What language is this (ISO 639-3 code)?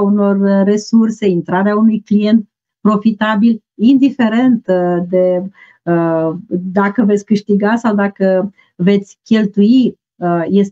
ron